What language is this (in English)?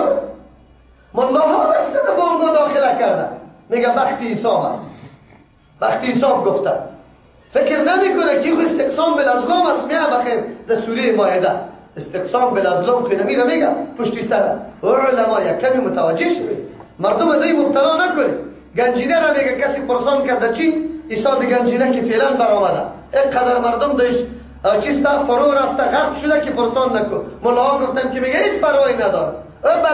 Persian